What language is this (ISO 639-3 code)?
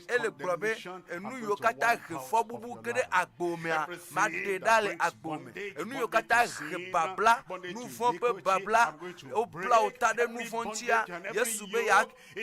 ewe